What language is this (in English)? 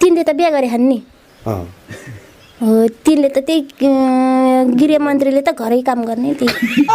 Nepali